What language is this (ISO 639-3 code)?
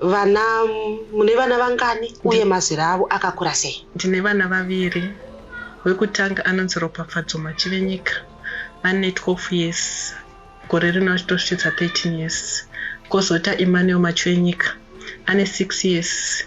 sna